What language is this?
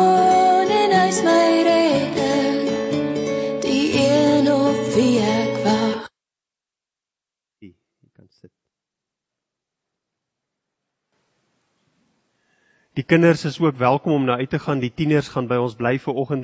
Afrikaans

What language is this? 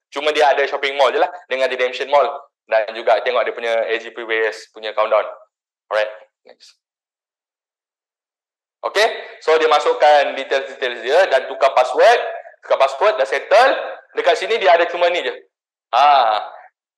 Malay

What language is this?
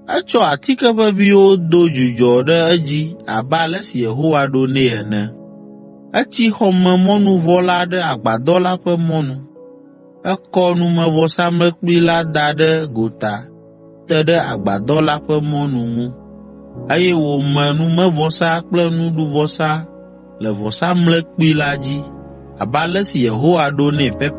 Ewe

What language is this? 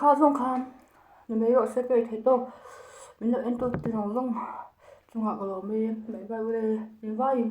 Mizo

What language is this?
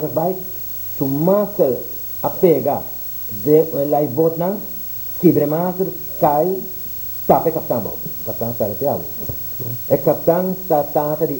Papiamento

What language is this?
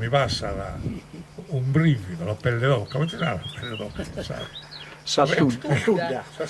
Sardinian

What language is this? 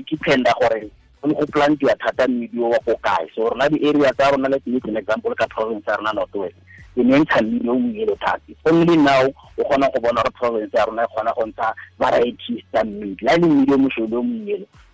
Tswana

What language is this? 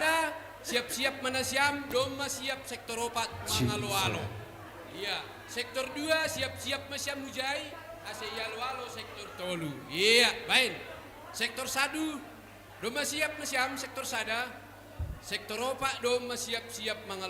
Batak Simalungun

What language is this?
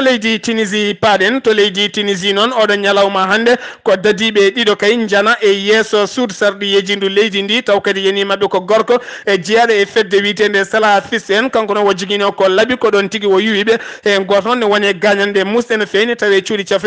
Fula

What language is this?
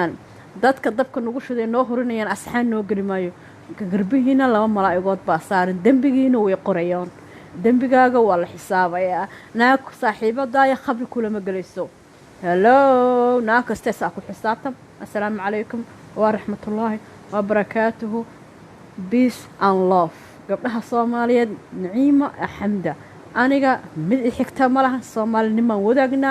Somali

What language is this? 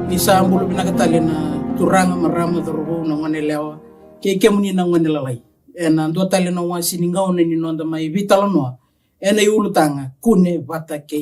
Fijian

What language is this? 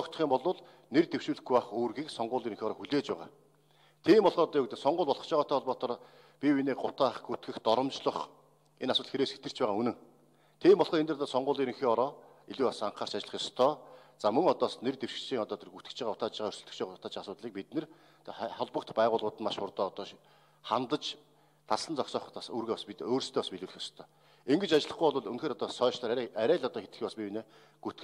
Mongolian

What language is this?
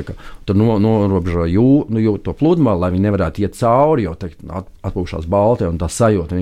Latvian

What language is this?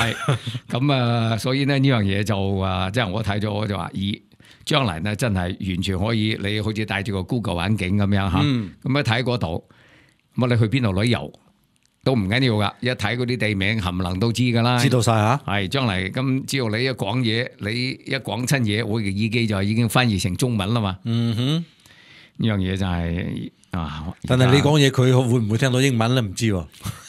Cantonese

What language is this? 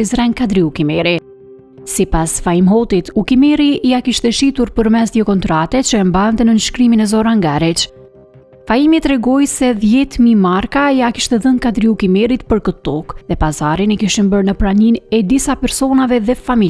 Albanian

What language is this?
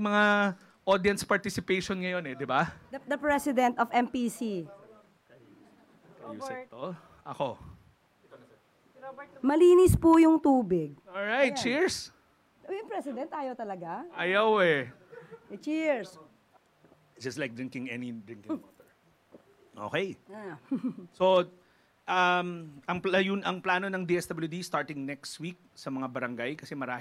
Filipino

